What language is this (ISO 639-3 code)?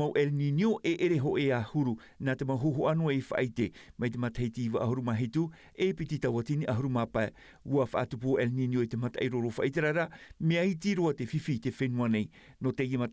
tah